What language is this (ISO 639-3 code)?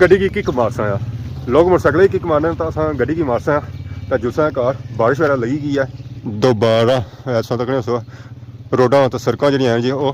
phr